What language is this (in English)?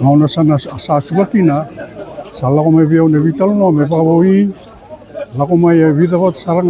Fijian